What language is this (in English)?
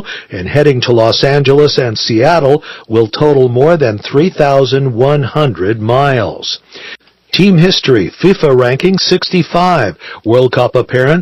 English